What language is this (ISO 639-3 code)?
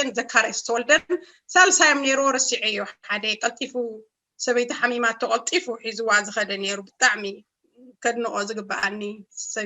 tir